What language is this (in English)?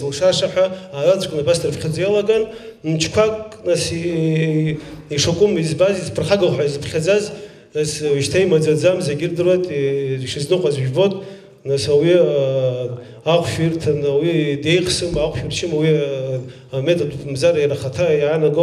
Abkhazian